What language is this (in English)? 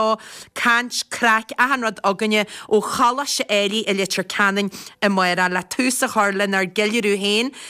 Irish